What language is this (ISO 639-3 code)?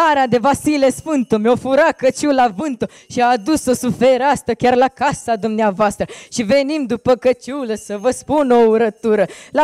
ron